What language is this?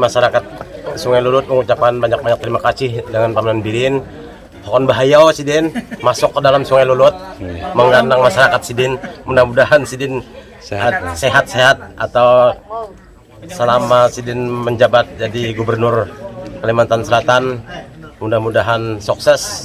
Banjar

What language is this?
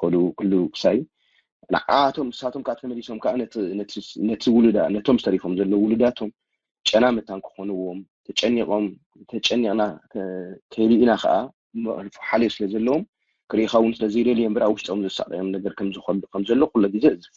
Tigrinya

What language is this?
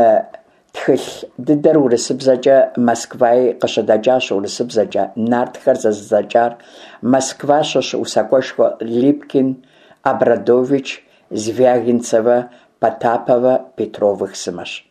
Kabardian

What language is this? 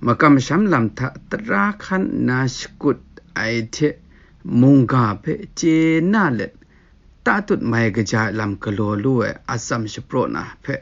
Kachin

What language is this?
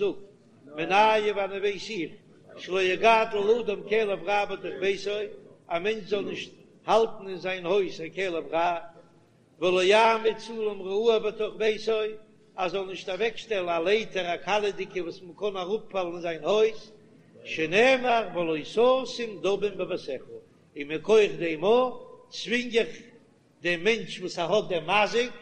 Yiddish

